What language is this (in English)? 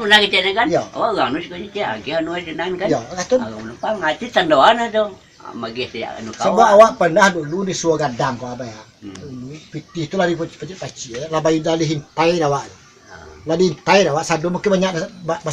Minangkabau